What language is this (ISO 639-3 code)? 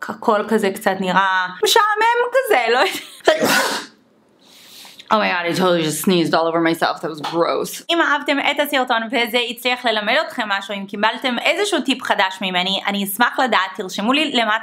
heb